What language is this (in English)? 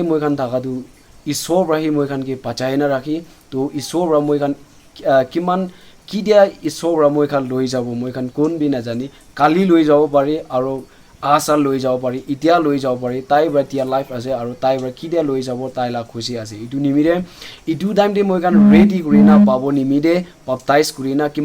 Naga Pidgin